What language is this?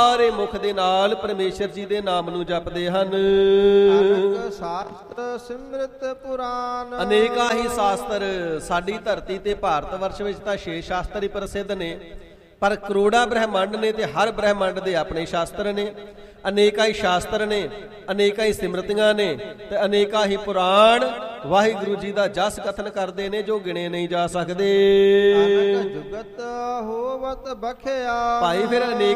Punjabi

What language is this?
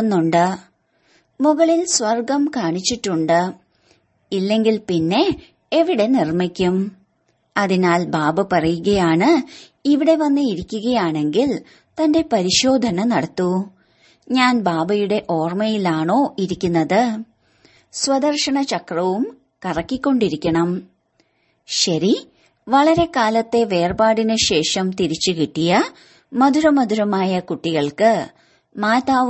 Malayalam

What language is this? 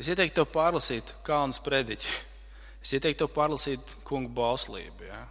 Latvian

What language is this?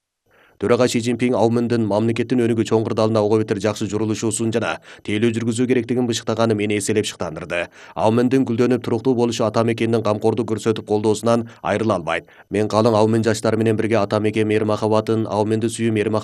Kyrgyz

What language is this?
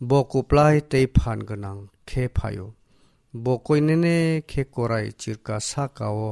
Kok Borok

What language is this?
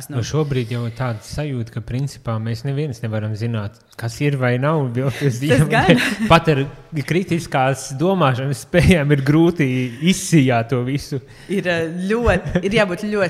Latvian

